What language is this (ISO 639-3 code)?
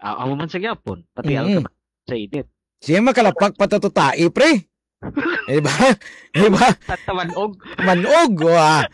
hil